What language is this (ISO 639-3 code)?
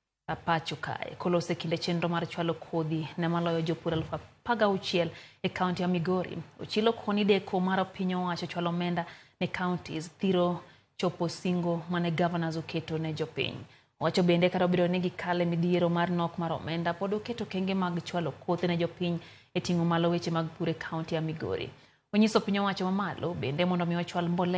luo